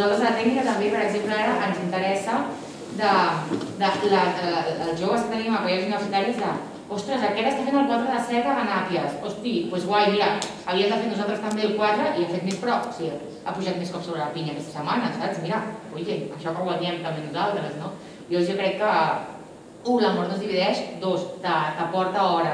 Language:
Catalan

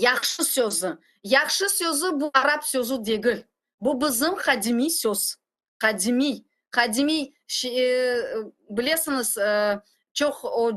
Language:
Crimean Tatar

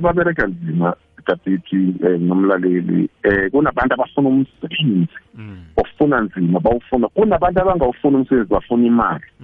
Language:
South Ndebele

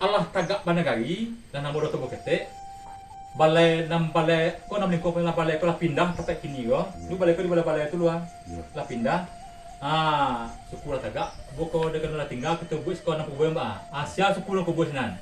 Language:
Minangkabau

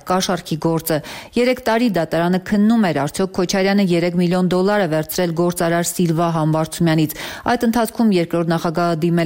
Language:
Armenian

